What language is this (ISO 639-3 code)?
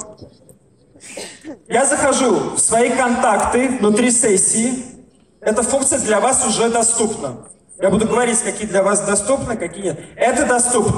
rus